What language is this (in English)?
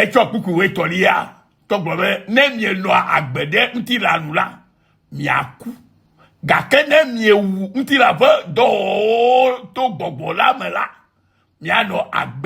Ewe